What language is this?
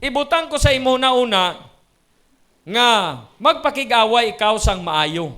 Hiligaynon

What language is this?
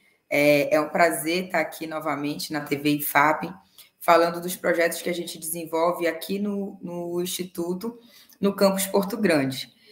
Portuguese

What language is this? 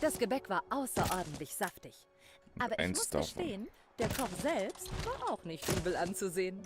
Bavarian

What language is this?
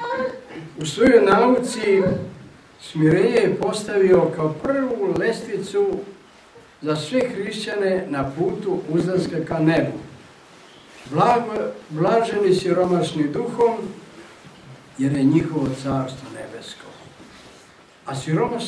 Serbian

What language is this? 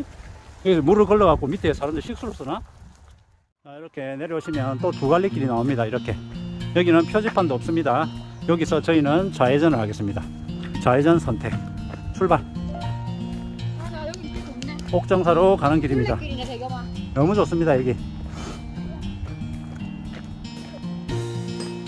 Korean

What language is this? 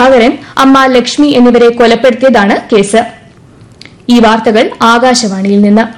Malayalam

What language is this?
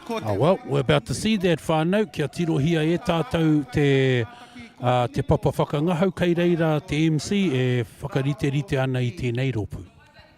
Māori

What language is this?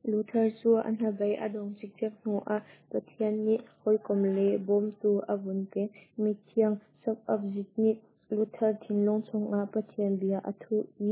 Hakha Chin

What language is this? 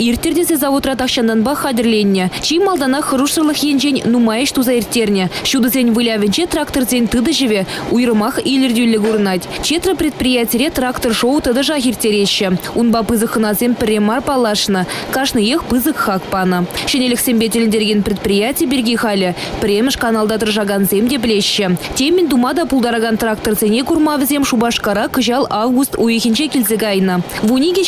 Chuvash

